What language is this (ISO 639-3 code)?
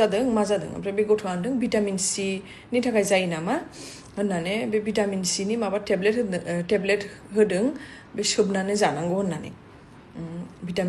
brx